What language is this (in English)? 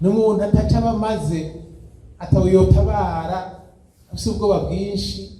Rundi